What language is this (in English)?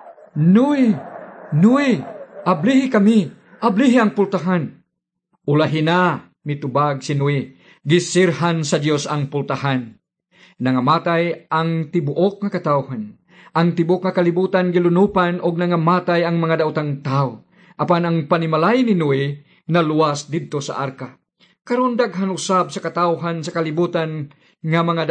Cebuano